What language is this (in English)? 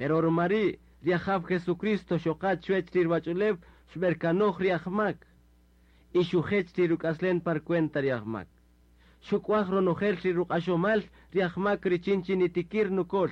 Kaqchikel